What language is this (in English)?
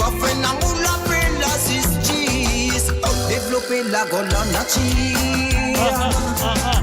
Morisyen